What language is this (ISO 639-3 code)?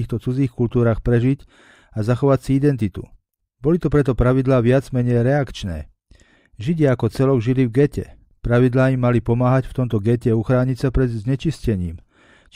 slk